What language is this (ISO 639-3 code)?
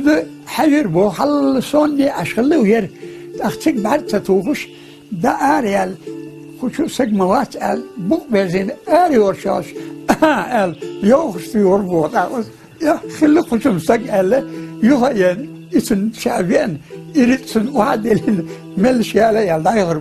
che